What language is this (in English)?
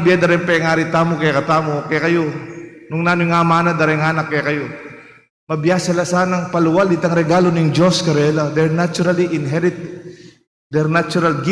Pampanga